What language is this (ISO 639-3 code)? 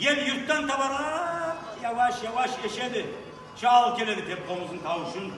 kum